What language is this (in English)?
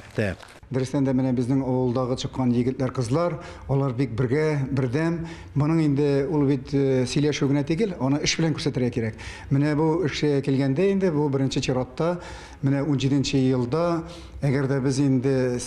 Tatar